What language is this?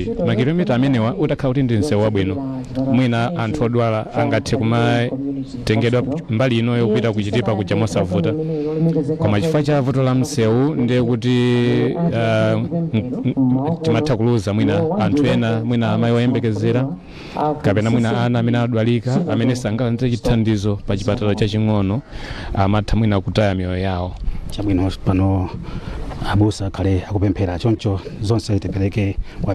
Nyanja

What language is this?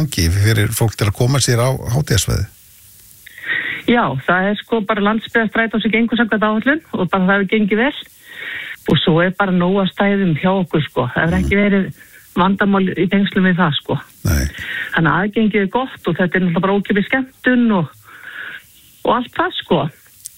Icelandic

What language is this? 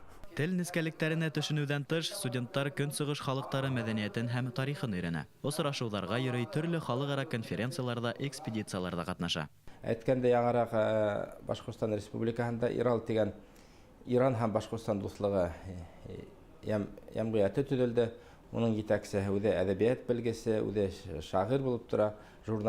Bashkir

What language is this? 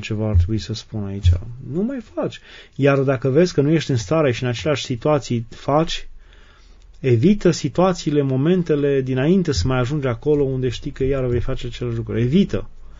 Romanian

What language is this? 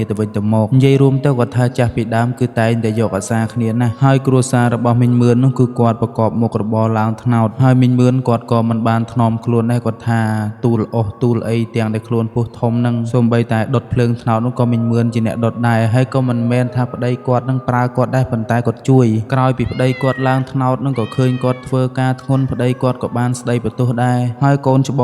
Khmer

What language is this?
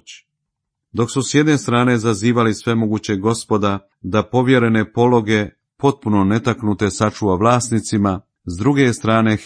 Croatian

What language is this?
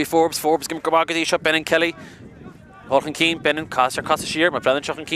Irish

